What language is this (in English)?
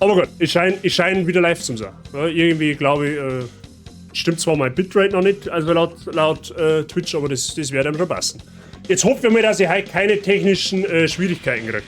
Bavarian